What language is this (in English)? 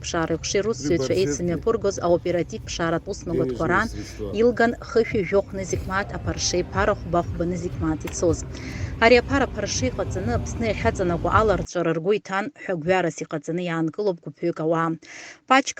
Abkhazian